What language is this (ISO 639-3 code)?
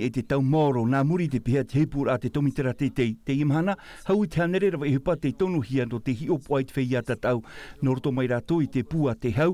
tah